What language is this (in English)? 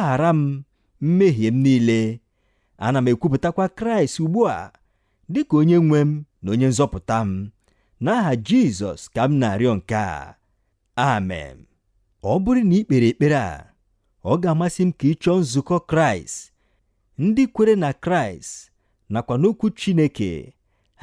Igbo